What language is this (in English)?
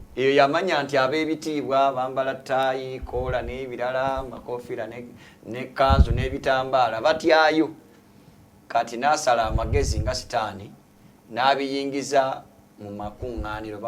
Ganda